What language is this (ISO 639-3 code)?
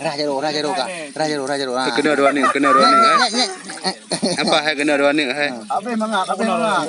ace